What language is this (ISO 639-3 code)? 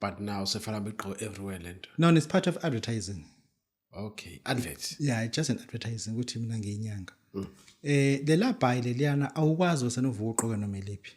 zul